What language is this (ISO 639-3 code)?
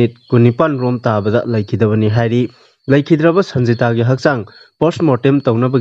mni